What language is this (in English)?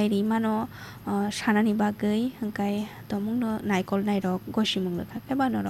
Kok Borok